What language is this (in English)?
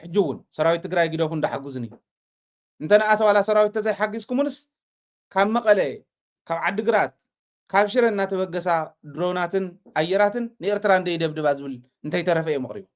Tigrinya